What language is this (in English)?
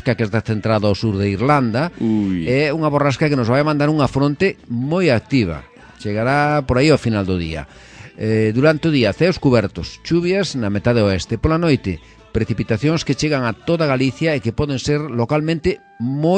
Galician